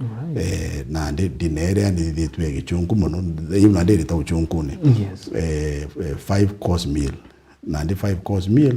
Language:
Meru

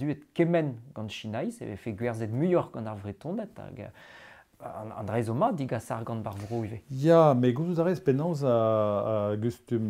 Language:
Breton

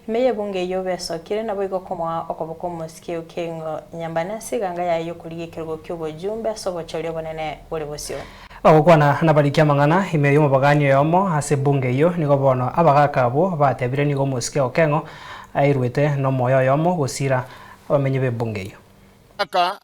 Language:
Gusii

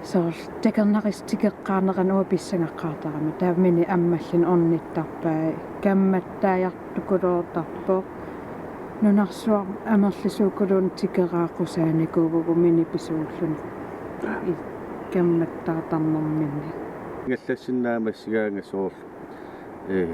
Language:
Kalaallisut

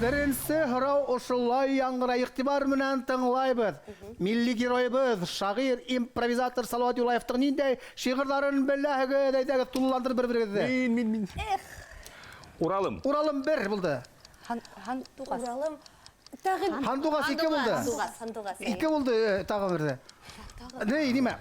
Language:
Bashkir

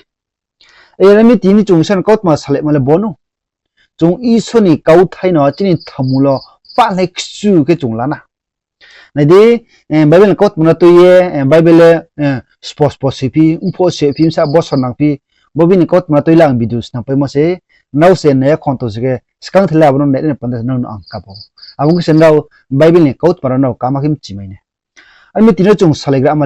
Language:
Riang (India)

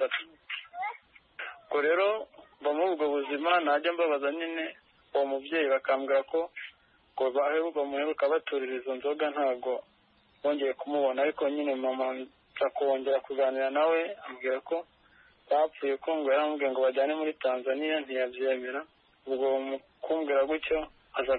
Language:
Kinyarwanda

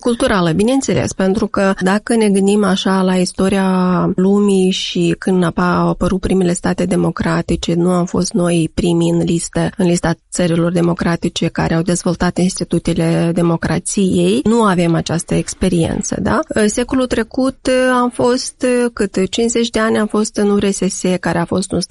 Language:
Romanian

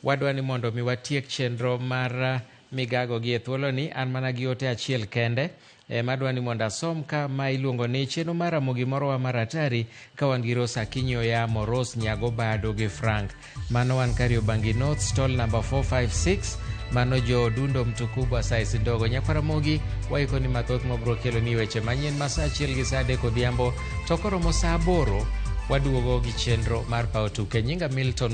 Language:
Luo (Kenya and Tanzania)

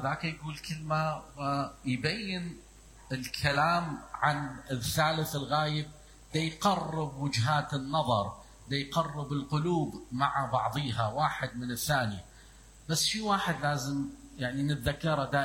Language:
Mesopotamian Arabic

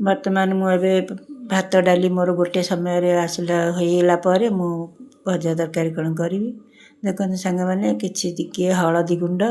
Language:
Odia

